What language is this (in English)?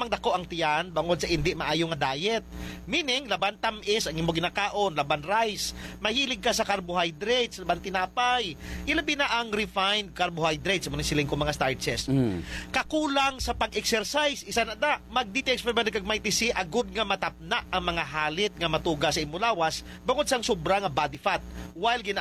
Hiligaynon